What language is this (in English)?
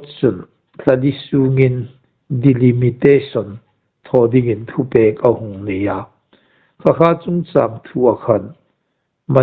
Hmar